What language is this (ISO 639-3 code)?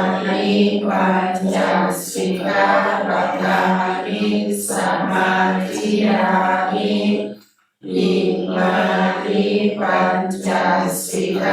pli